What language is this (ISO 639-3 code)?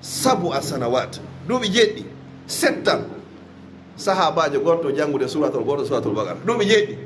ful